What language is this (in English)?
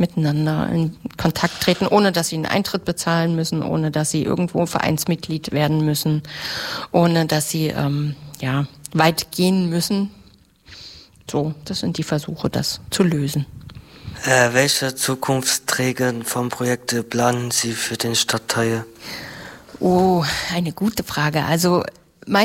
German